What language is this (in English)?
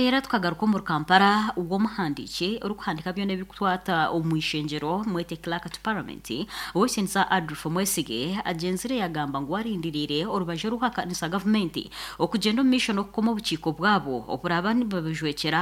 Nyankole